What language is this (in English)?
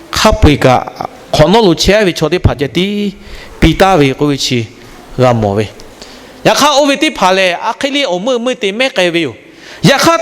Lahu